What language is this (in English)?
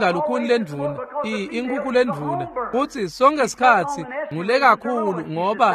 Swati